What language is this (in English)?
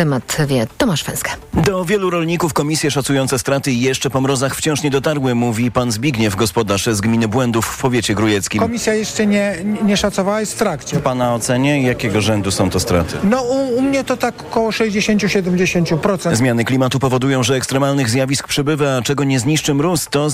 Polish